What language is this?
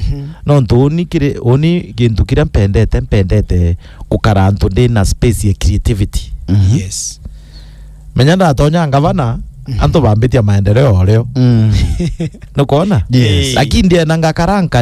Meru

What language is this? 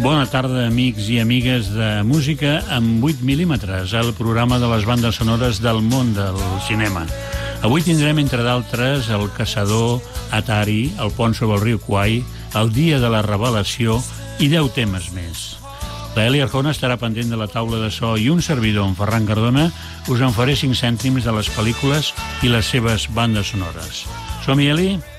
Catalan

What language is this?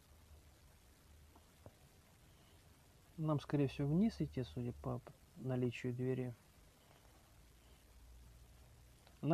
Russian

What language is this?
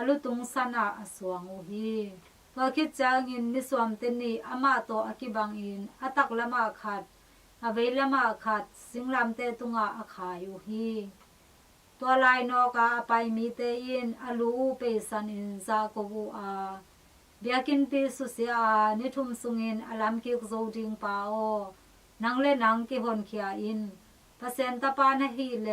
Tedim Chin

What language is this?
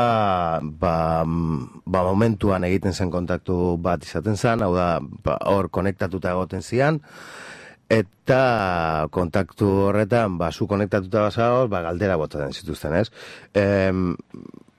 Basque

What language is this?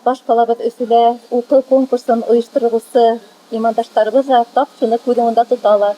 Bashkir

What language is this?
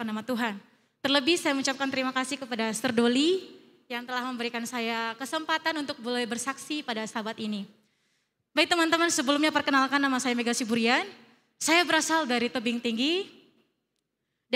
Indonesian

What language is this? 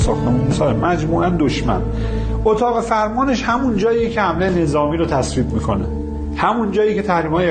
Persian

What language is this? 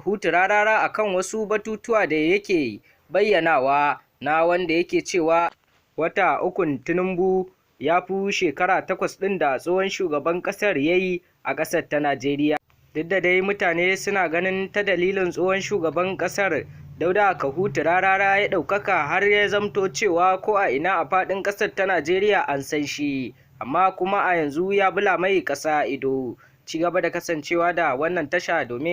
Hausa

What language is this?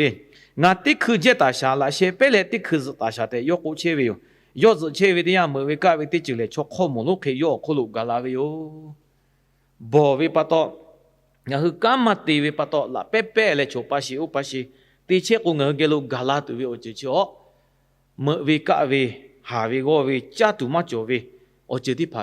Lahu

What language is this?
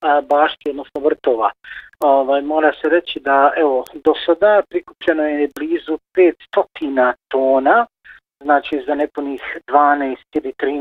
Bosnian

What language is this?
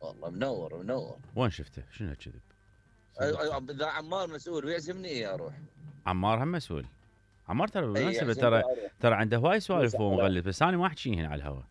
Mesopotamian Arabic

